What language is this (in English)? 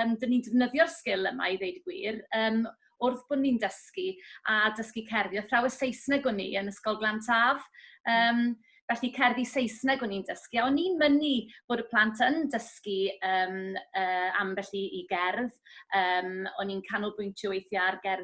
Welsh